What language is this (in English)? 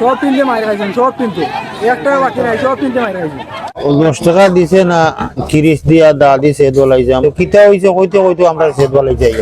Sylheti